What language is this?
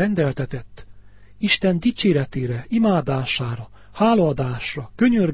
Hungarian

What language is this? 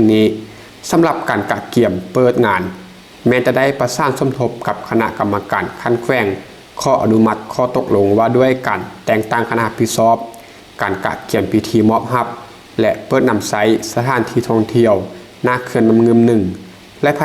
Lao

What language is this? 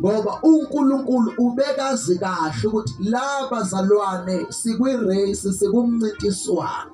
Zulu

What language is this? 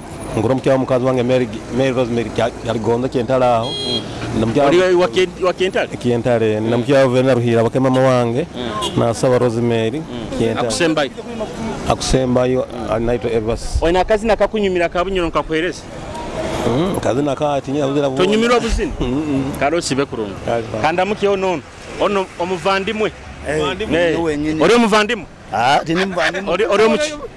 Nyoro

